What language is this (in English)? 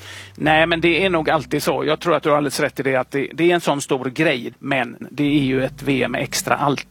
Swedish